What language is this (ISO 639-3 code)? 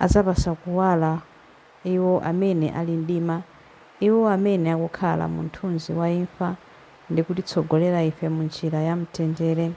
nya